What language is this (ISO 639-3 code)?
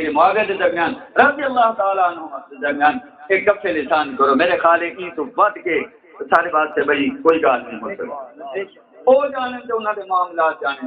skr